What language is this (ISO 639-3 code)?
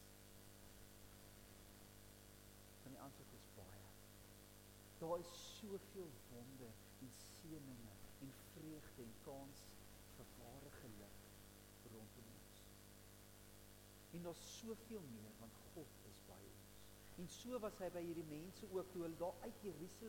afr